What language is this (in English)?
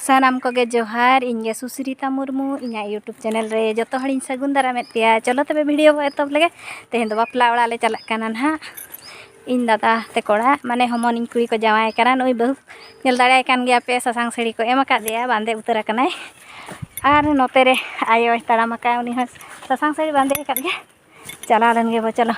Santali